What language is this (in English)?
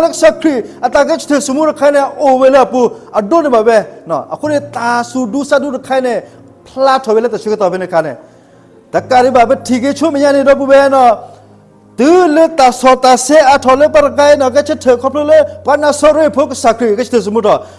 S'gaw Karen